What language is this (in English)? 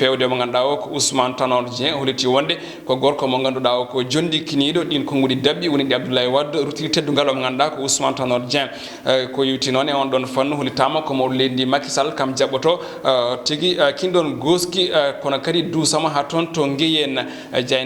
Fula